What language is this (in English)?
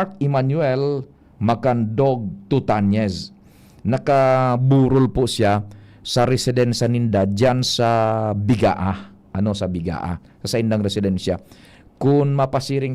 Bikol